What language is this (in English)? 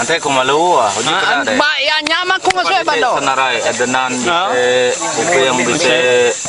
Iban